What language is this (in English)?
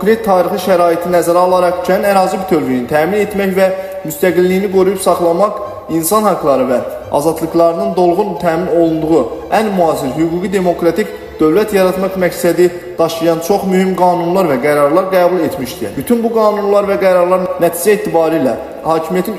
Azerbaijani